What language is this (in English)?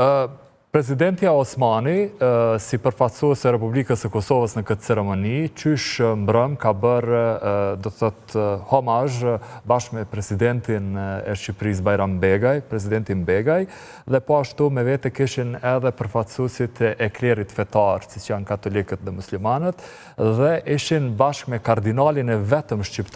Albanian